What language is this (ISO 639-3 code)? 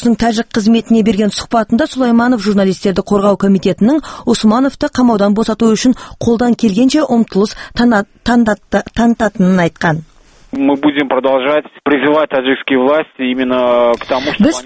kaz